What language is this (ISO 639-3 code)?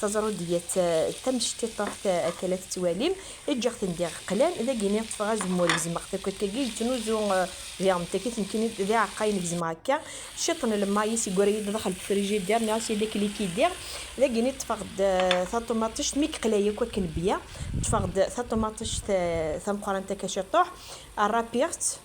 kab